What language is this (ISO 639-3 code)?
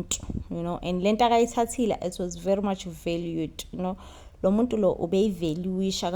zul